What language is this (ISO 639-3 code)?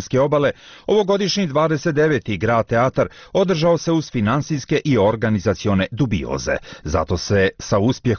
bos